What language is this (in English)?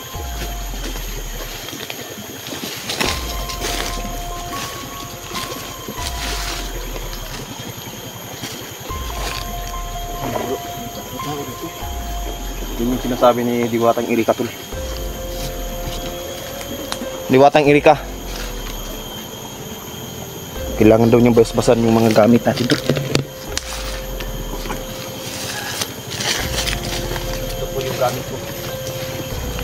Filipino